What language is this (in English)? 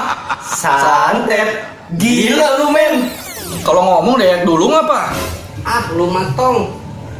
Betawi